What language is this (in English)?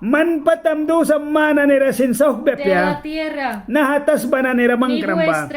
Mískito